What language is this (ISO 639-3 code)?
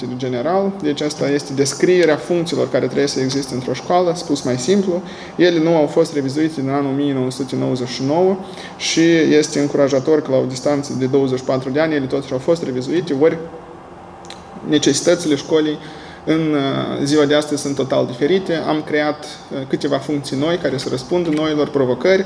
ron